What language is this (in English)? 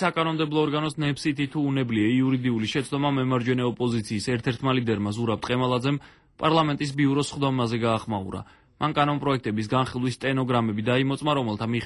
Georgian